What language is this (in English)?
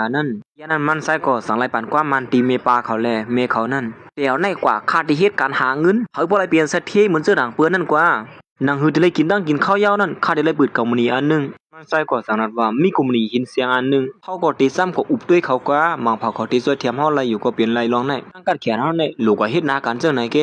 Shan